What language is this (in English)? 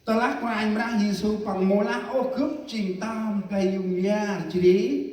Central Mnong